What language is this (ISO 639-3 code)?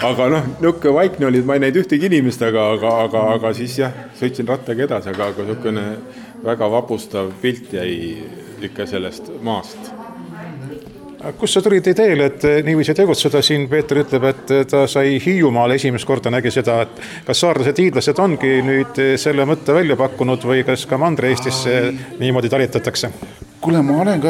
est